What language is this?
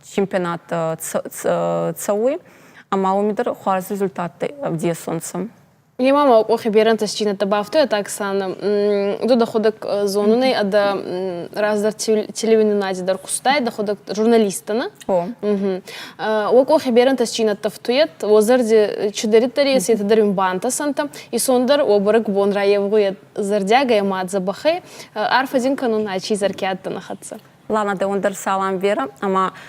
Ossetic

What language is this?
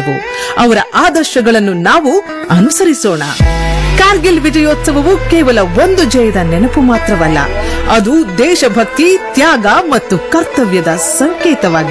Kannada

